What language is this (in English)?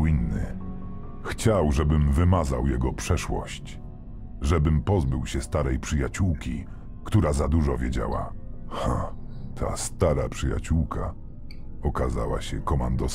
Polish